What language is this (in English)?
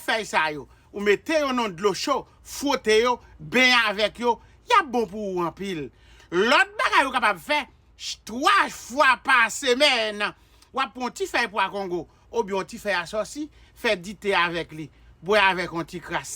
Haitian Creole